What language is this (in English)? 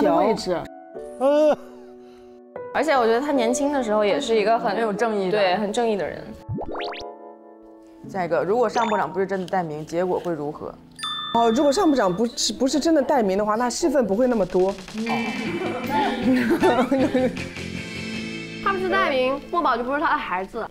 Chinese